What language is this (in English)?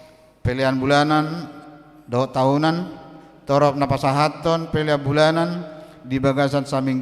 Batak Toba